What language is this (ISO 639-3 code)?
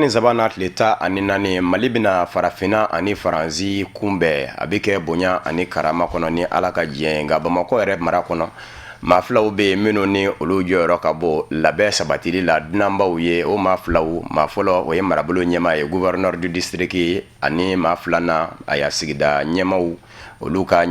bam